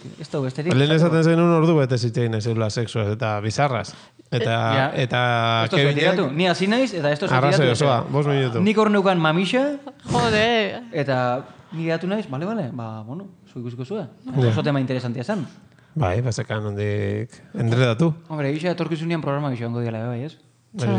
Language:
Basque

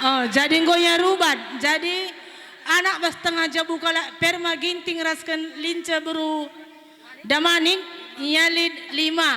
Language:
Batak Karo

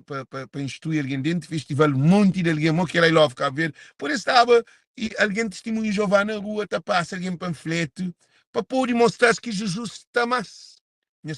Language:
Kabuverdianu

